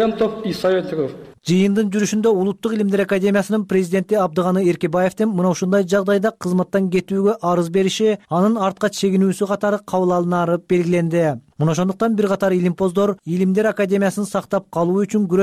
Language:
Kyrgyz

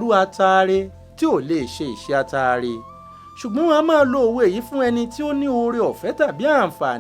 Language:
Yoruba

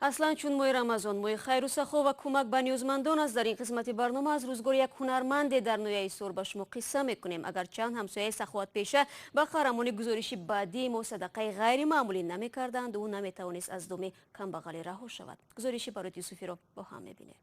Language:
Tajik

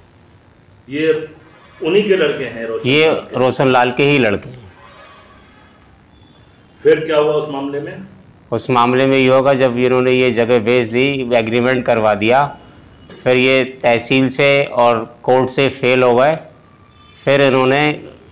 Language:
Hindi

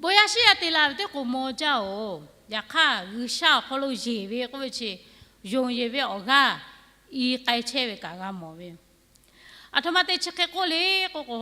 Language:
Lahu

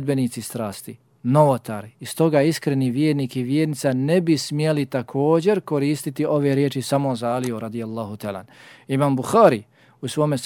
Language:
Bosnian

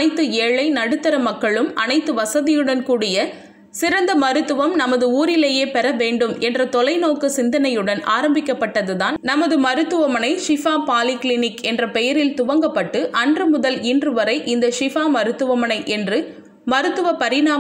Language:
Tamil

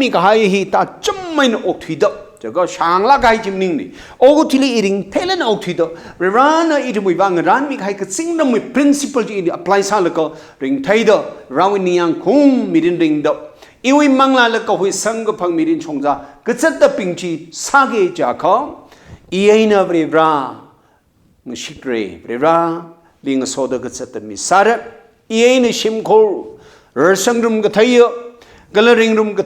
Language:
Tangkhul Naga (India)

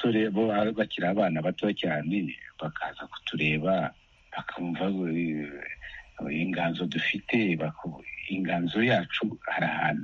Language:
Kinyarwanda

